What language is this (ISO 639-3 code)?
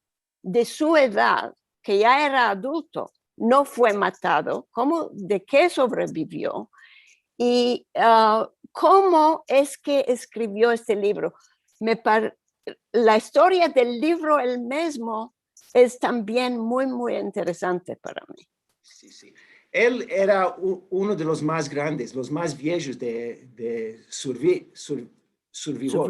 lad